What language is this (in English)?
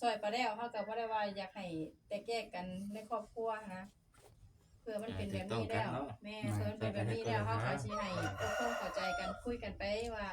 Northeastern Thai